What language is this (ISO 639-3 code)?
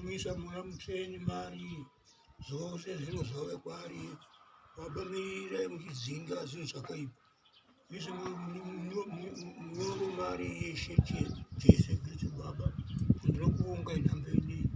sna